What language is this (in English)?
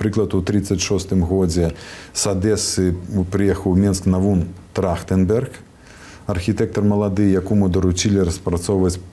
Belarusian